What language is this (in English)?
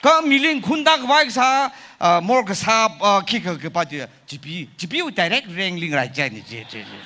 Tangkhul Naga (India)